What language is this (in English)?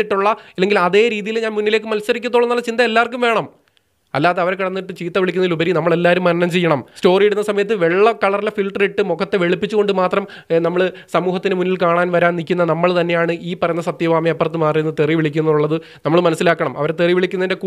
Malayalam